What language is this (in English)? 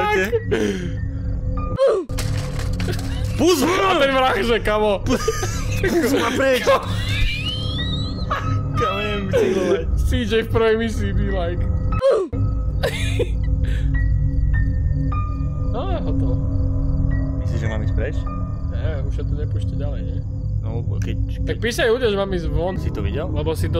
Slovak